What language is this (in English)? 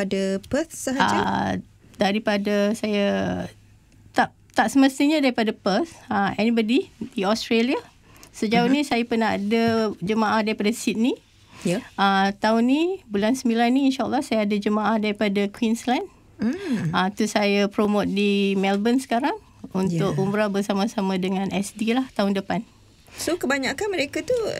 Malay